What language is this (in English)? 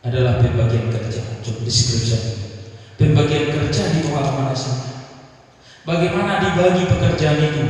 Batak Toba